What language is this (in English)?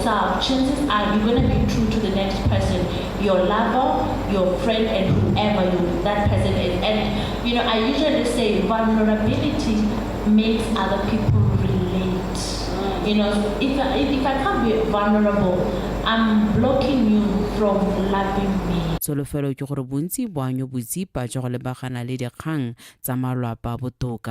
Tswana